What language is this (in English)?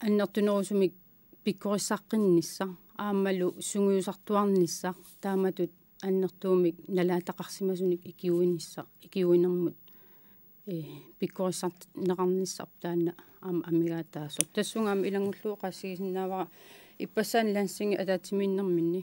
Kalaallisut